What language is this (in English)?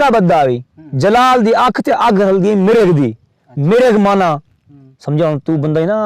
Saraiki